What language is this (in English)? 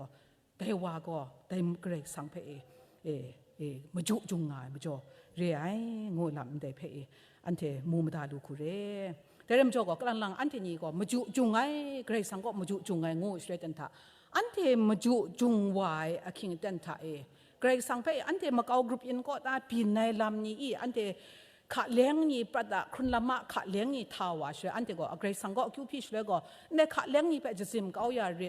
Kachin